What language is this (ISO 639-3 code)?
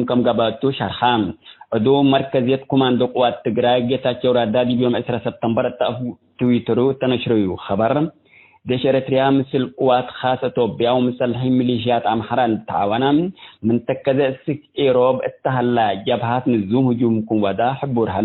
tig